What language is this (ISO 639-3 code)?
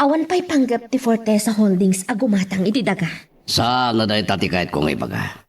ilo